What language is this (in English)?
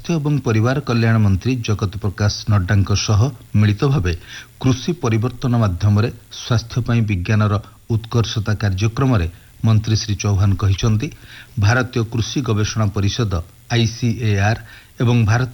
Odia